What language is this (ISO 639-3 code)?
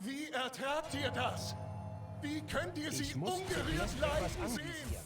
gsw